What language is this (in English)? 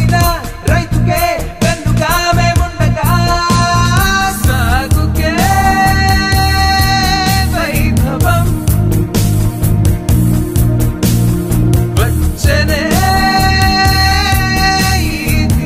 Telugu